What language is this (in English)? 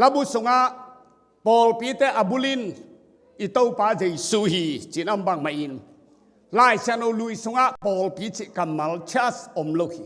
Tedim Chin